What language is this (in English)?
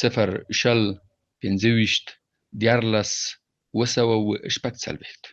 Pashto